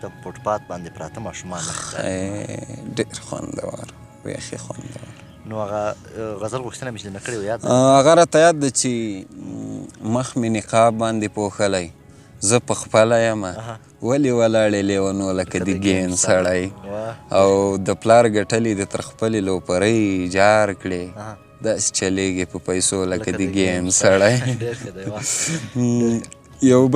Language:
Pashto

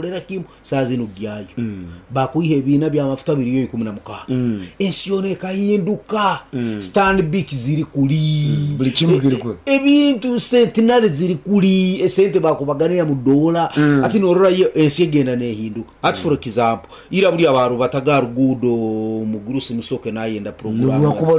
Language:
Nyankole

